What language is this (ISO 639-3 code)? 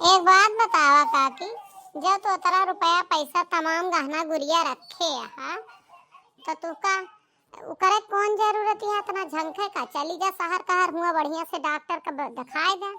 awa